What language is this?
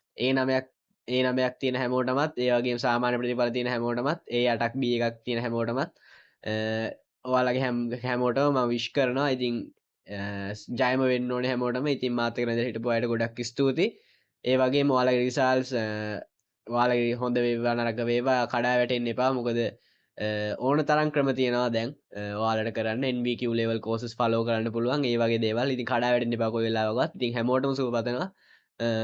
Sinhala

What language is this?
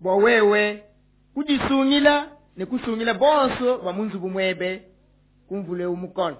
Luba-Lulua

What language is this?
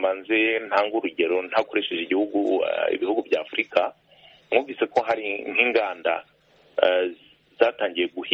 Kinyarwanda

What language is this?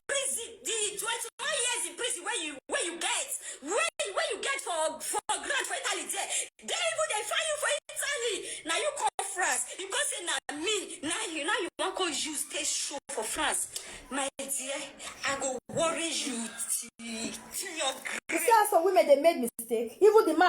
Nigerian Pidgin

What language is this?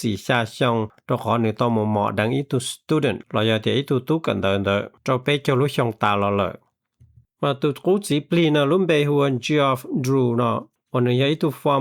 Hmong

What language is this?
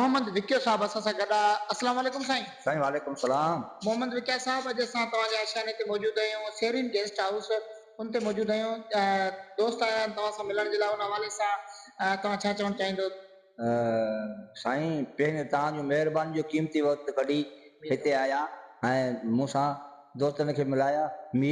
Sindhi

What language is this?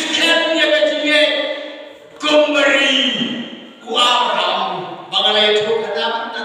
Khasi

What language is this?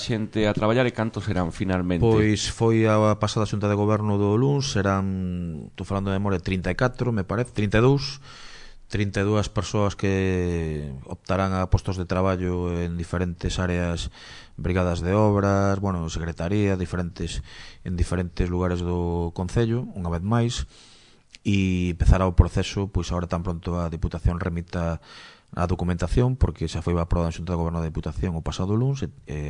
Galician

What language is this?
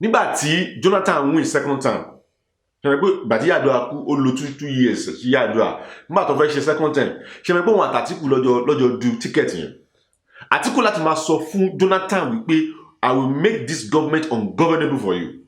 Yoruba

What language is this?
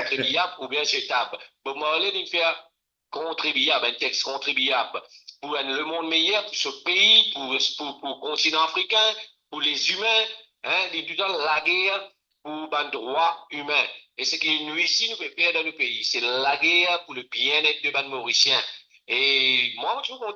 Morisyen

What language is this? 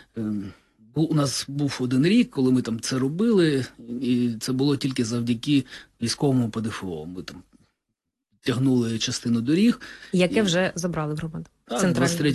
Ukrainian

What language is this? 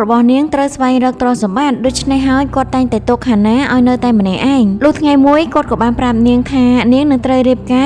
Khmer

